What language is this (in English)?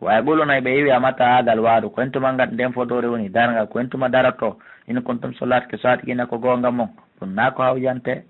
Fula